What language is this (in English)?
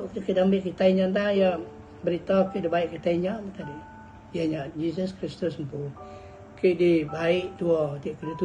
Iban